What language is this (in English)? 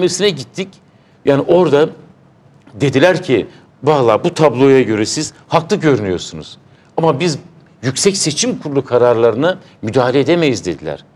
Turkish